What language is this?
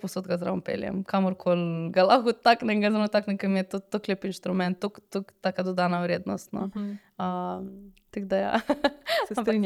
Slovenian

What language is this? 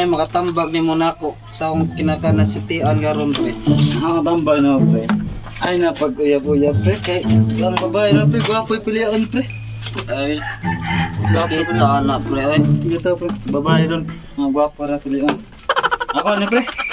Cebuano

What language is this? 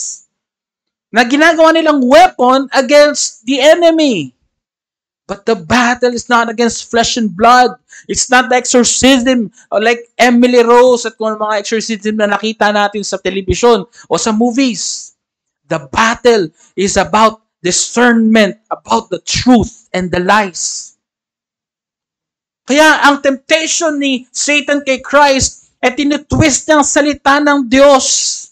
Filipino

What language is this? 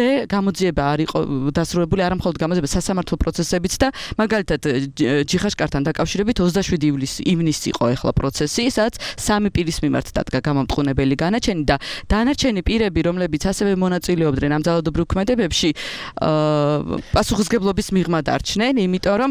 Georgian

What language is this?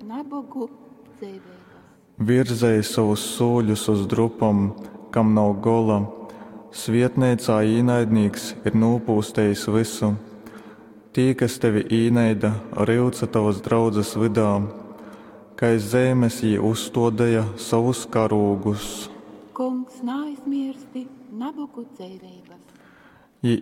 Latgalian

